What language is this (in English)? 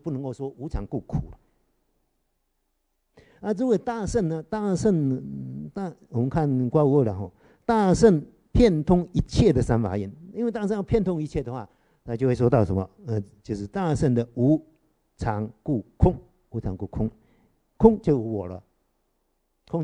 Chinese